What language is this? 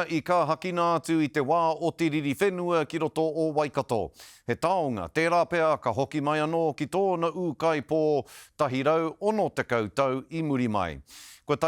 Māori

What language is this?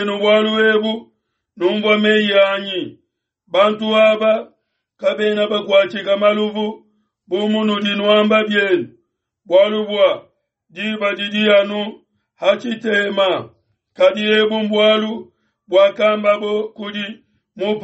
Luba-Lulua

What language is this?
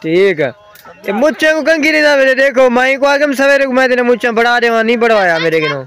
Saraiki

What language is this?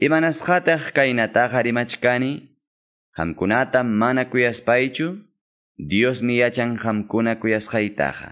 Quechua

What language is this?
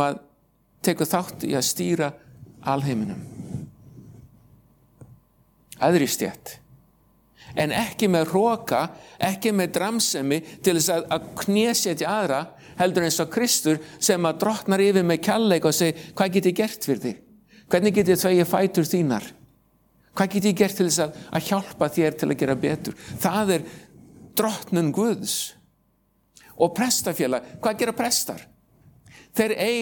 Icelandic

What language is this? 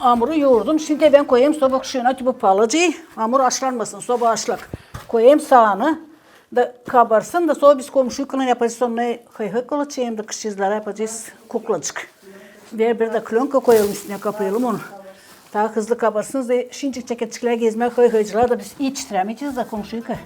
Gagauz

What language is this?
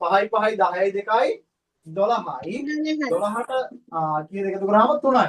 Sinhala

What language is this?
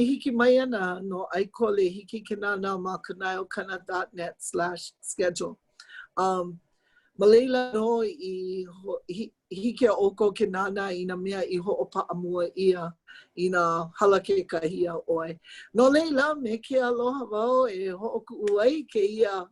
Hawaiian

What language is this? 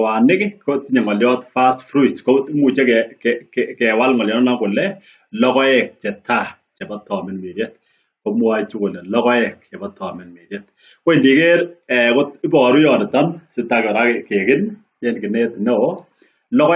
Kalenjin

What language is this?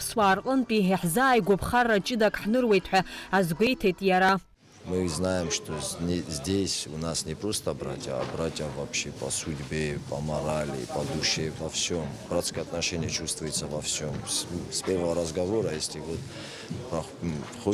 Abkhazian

